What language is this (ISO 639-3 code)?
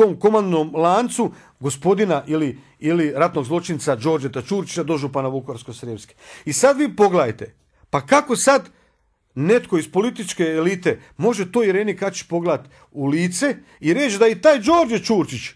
hrv